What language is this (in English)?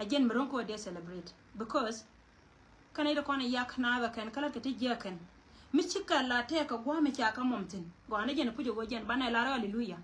Nuer